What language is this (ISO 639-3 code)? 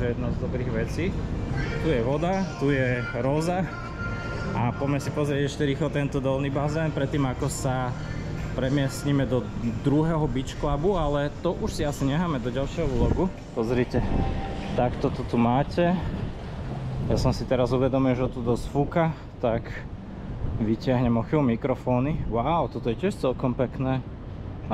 slk